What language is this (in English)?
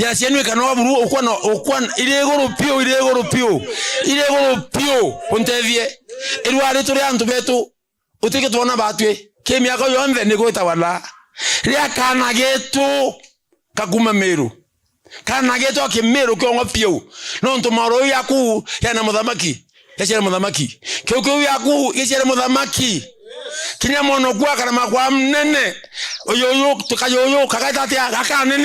Meru